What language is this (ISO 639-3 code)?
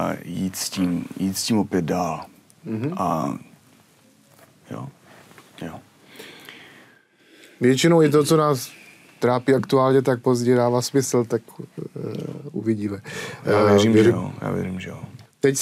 ces